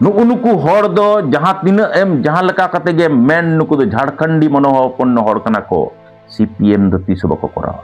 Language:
Santali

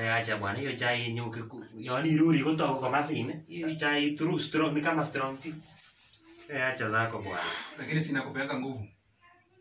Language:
Swahili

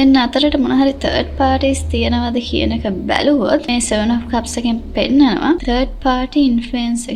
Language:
Sinhala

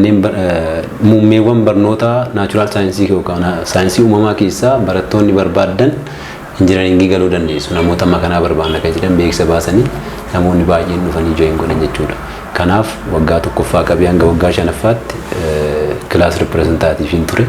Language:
Oromo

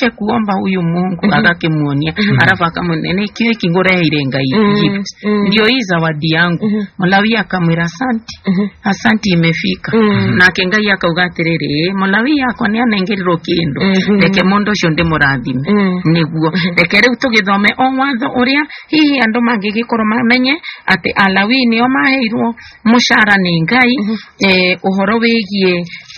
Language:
Kikuyu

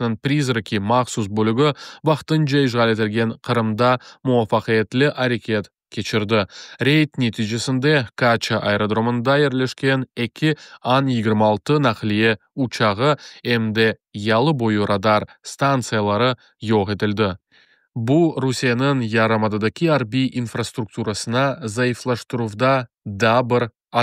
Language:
Crimean Tatar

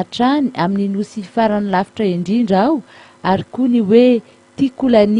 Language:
Malagasy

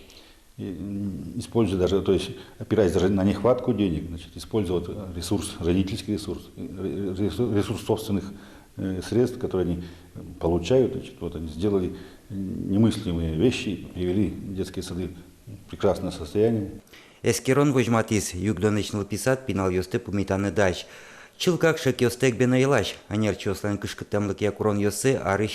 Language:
Udmurt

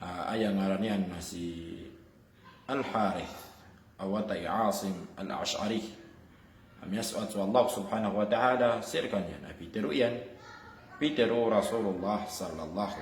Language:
Maranao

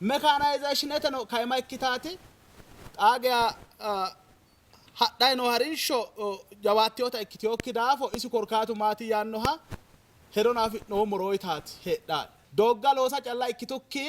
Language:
Sidamo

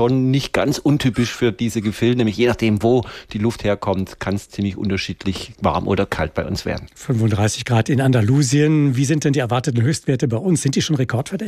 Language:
German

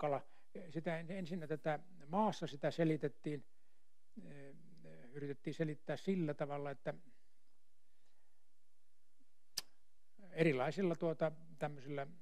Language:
Finnish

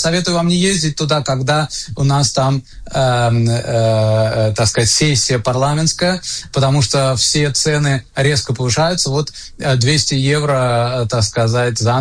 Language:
Russian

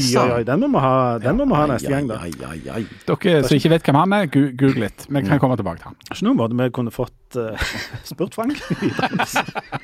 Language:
Norwegian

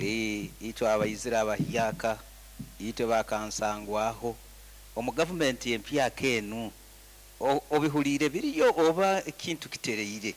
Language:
Nyoro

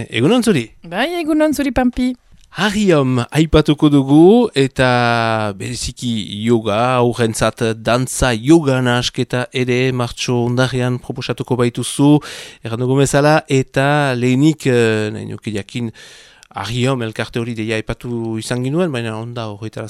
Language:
Basque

